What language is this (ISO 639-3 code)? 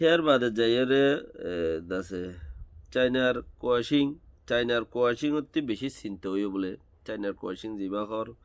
rhg